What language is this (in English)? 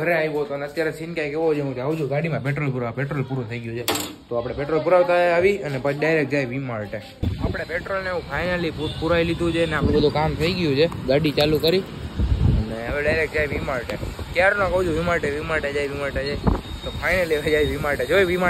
Gujarati